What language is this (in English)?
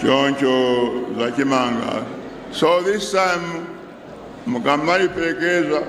Nyanja